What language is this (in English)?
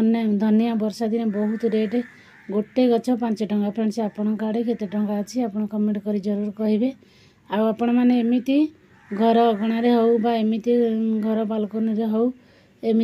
Odia